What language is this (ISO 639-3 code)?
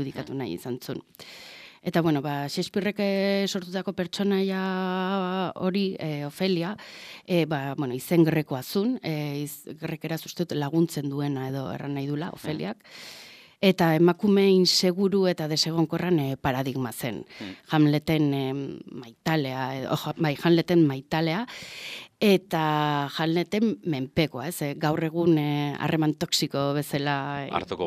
eus